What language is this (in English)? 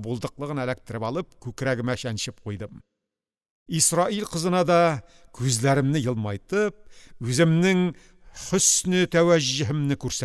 Tatar